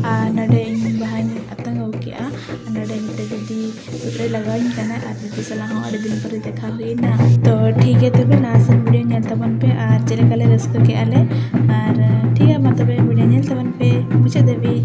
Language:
Santali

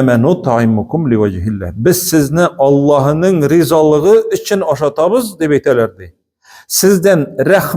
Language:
Tatar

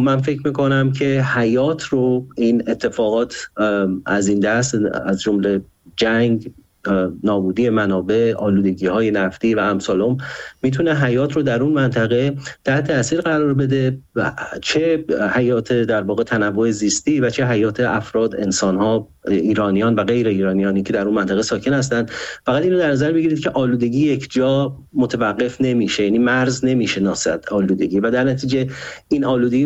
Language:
Persian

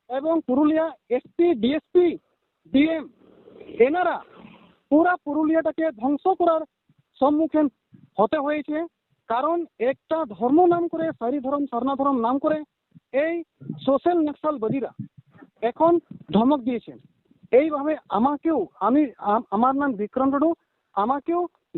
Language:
Santali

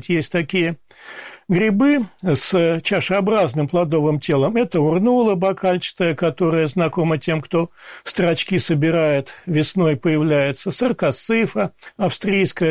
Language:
Russian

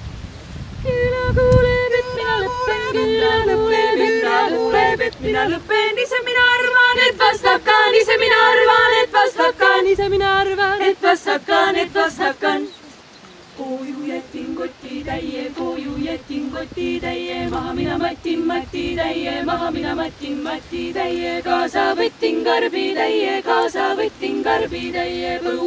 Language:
Estonian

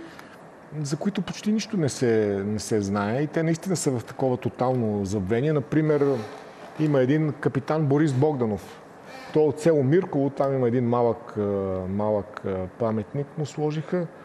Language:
Bulgarian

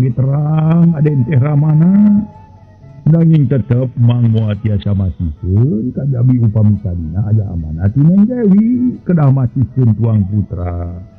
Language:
Sundanese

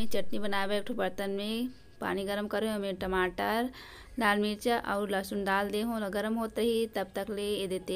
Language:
Chhattisgarhi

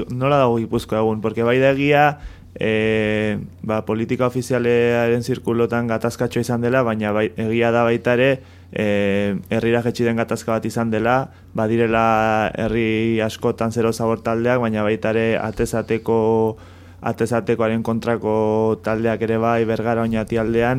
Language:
Basque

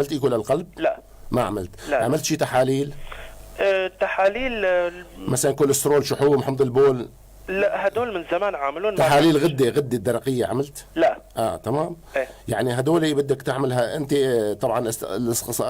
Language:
North Levantine Arabic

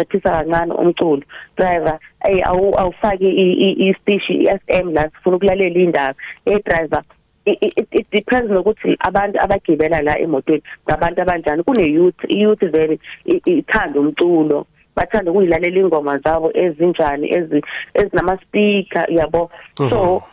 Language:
South Ndebele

